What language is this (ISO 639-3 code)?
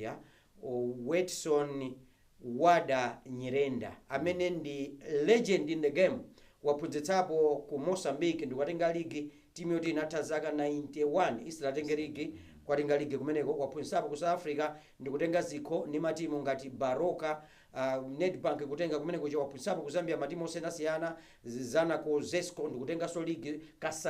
nya